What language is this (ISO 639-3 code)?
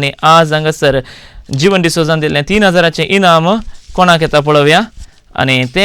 kok